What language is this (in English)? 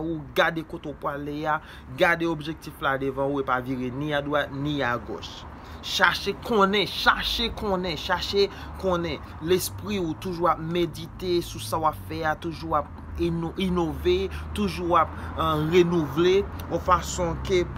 Haitian Creole